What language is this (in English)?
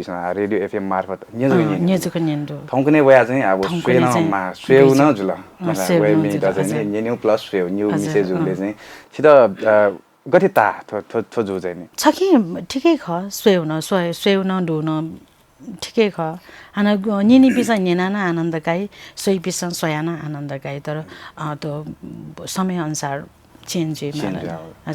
Newari